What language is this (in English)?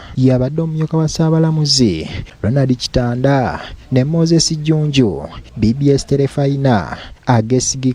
Ganda